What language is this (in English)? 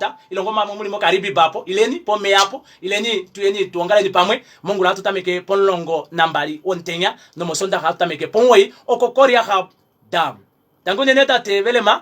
Kuanyama